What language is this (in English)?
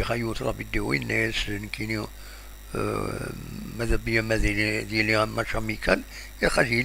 Kabyle